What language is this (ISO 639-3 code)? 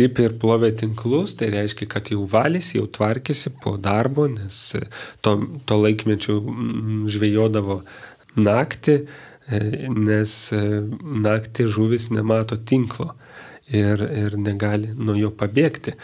lit